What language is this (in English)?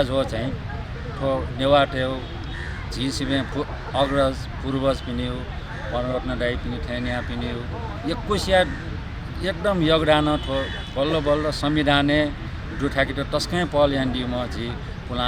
Newari